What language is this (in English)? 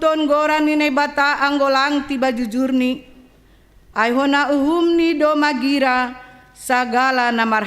Batak Simalungun